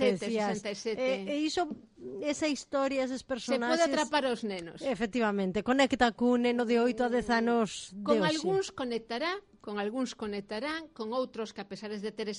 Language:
Galician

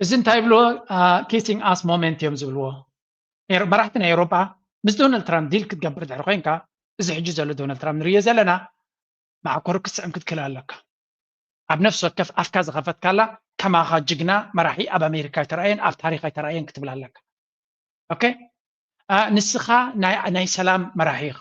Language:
Tigrinya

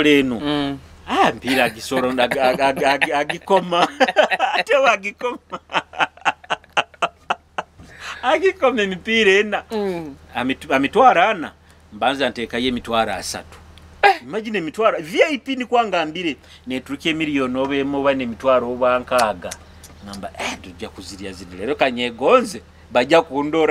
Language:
Nyoro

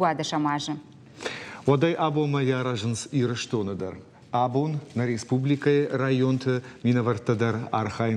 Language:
Ossetic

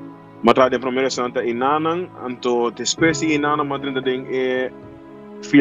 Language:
Papiamento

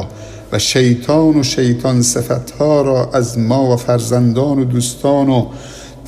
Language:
Persian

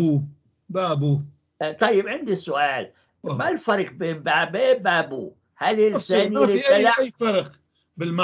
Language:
North Levantine Arabic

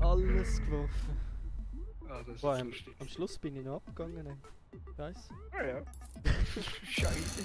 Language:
Swiss German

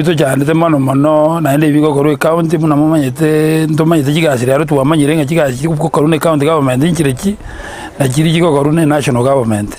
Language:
Gusii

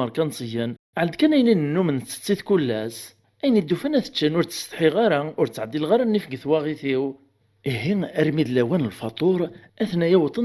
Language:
Kabyle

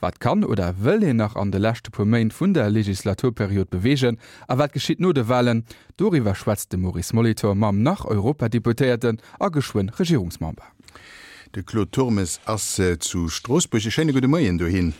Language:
Luxembourgish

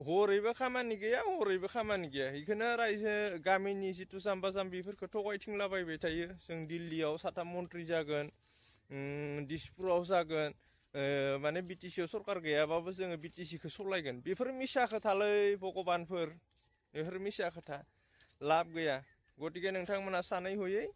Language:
Bodo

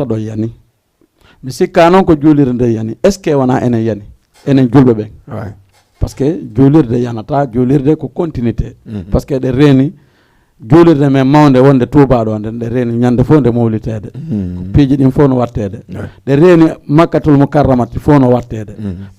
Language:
Fula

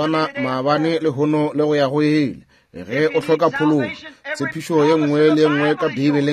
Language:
Northern Sotho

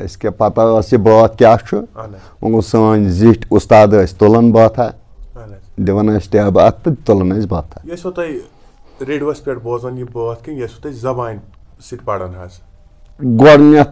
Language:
Kashmiri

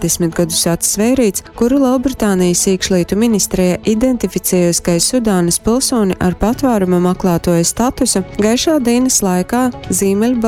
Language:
Latgalian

